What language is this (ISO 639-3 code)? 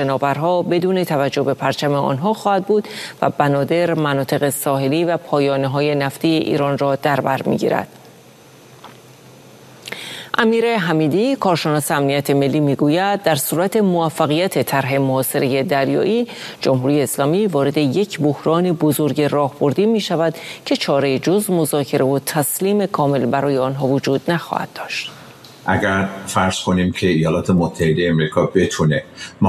fas